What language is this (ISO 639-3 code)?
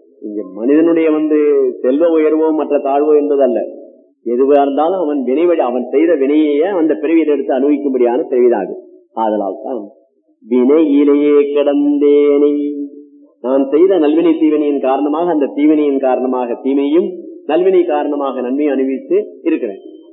tam